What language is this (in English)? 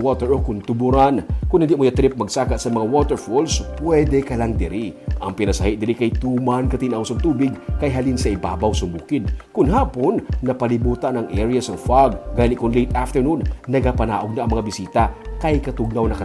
Hiligaynon